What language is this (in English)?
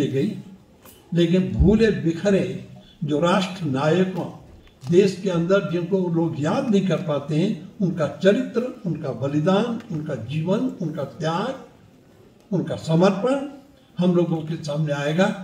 Hindi